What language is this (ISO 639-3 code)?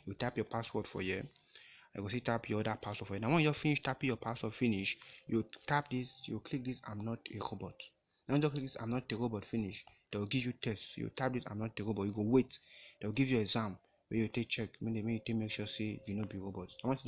pcm